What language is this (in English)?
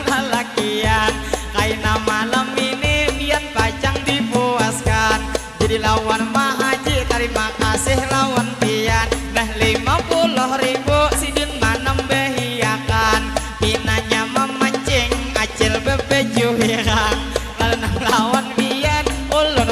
Banjar